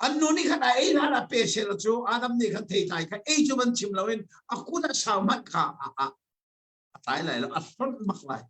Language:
Hakha Chin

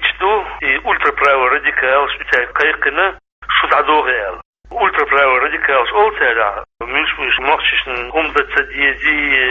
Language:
Chechen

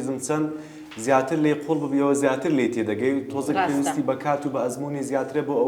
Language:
Central Kurdish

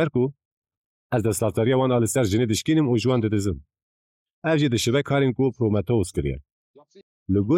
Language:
Kurdish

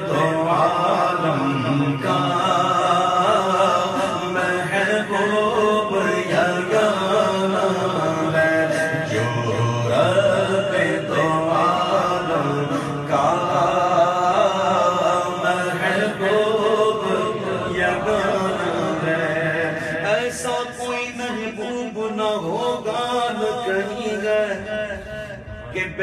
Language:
Urdu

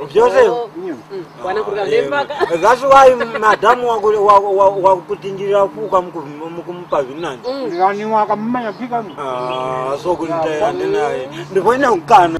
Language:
Tumbuka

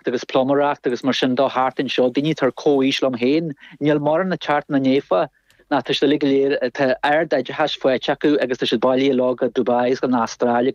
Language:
Irish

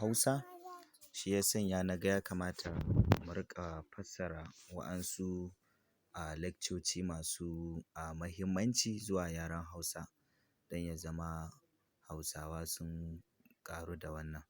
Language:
Hausa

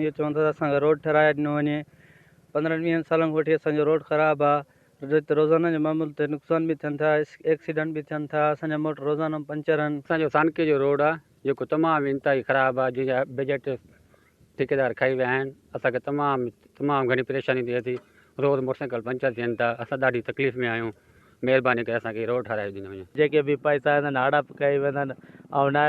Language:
Sindhi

